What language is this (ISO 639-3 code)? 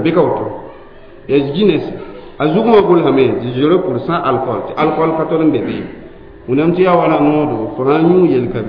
mos